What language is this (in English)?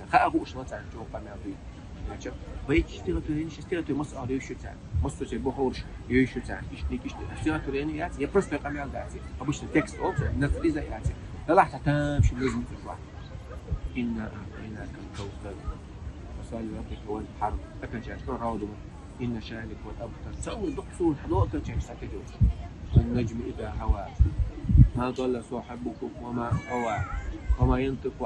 Chechen